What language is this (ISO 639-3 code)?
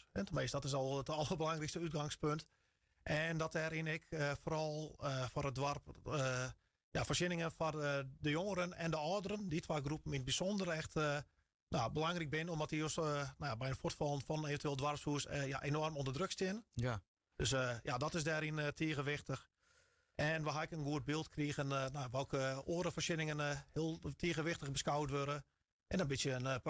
fry